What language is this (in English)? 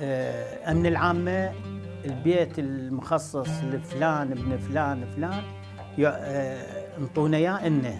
Mesopotamian Arabic